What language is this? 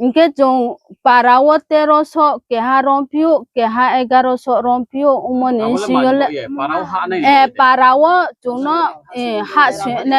Riang (India)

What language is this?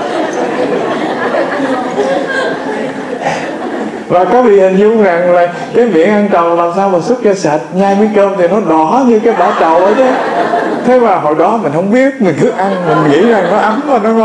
Vietnamese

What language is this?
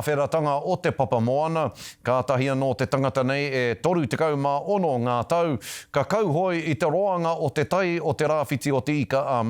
Māori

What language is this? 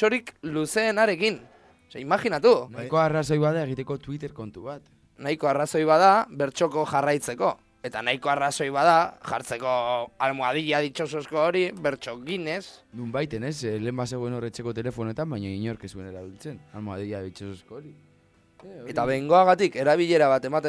Basque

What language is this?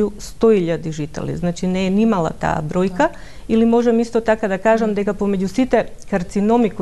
Macedonian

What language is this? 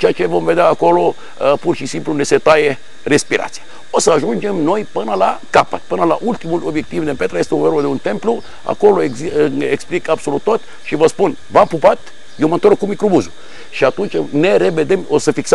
Romanian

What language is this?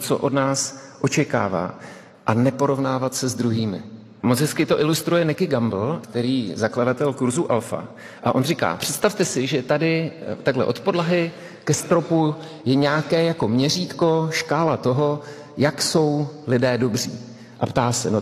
Czech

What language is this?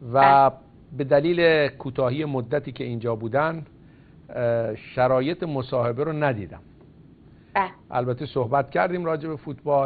Persian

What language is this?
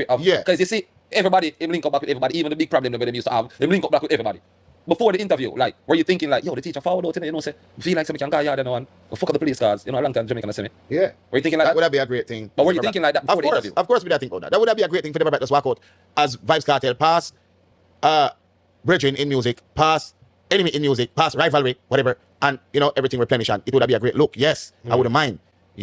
Jamaican Creole English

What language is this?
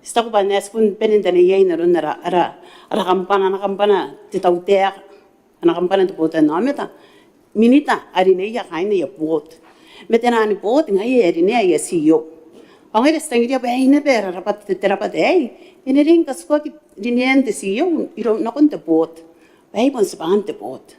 Gilbertese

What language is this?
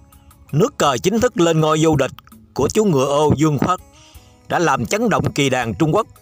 Vietnamese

